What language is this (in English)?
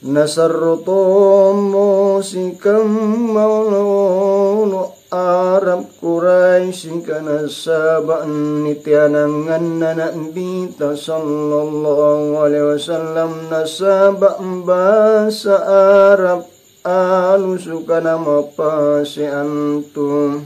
Makasar